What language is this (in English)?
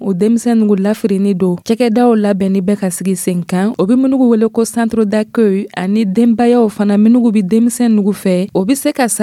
Dyula